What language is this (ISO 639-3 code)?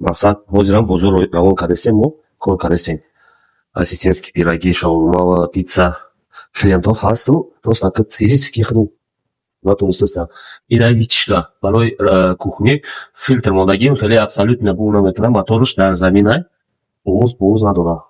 tgk